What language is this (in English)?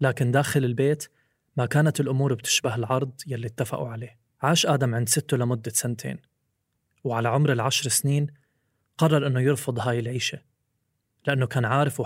North Levantine Arabic